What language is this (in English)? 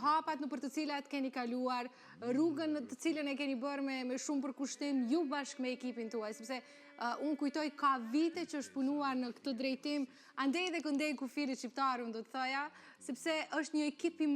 Albanian